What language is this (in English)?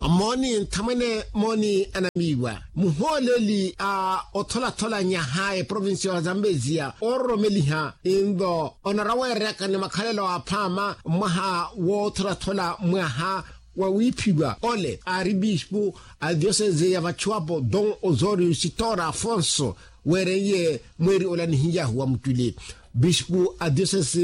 Makhuwa